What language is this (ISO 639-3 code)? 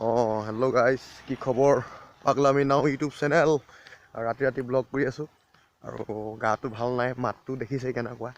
asm